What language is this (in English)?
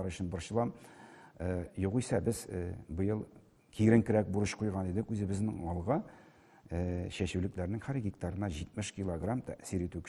Tatar